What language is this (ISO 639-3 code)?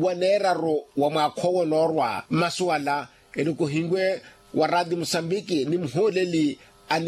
vmw